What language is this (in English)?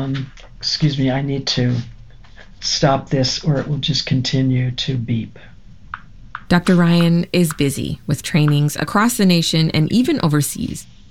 English